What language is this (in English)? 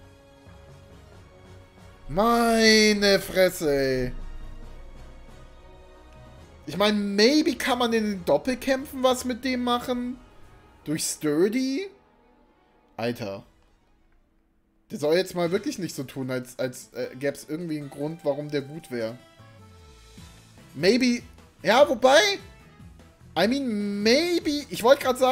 German